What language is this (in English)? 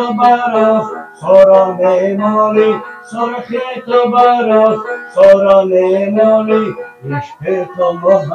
Tajik